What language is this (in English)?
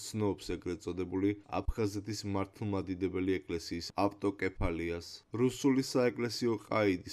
Georgian